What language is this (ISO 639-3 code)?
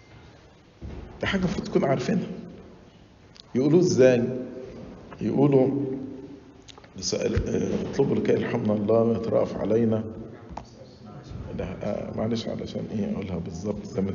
arz